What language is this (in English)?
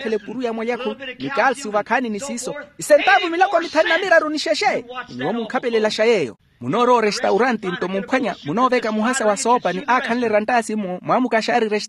Makhuwa